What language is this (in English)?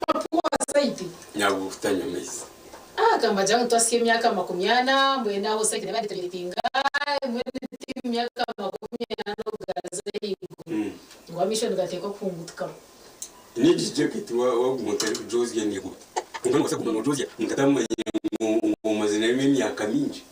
Nyankole